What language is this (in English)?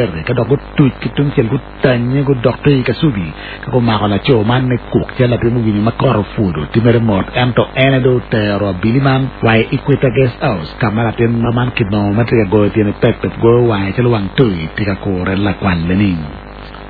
Acoli